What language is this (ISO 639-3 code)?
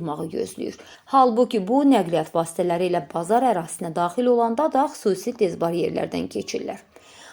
aze